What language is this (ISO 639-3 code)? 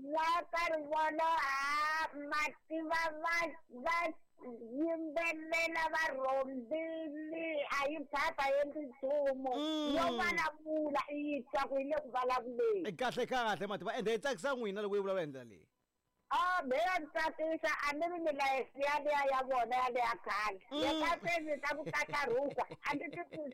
tso